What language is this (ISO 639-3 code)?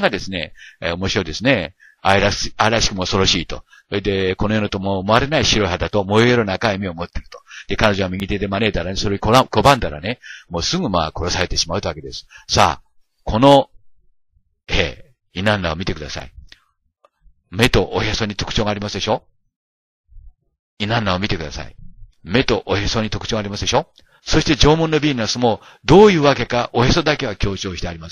jpn